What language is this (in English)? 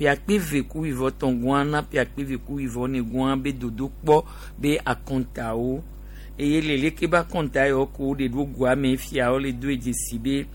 Gen